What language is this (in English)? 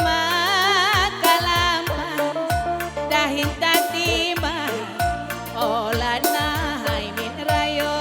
Batak Karo